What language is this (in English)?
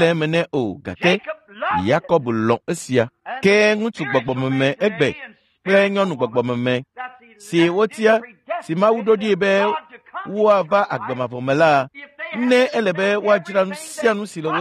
Ewe